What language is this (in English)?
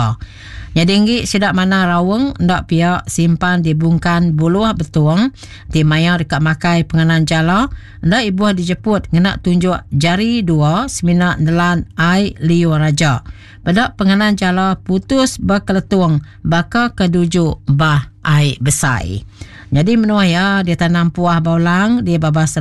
Iban